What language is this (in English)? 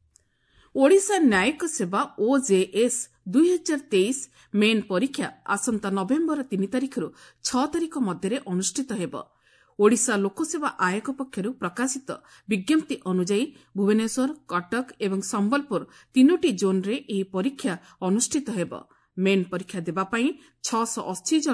Odia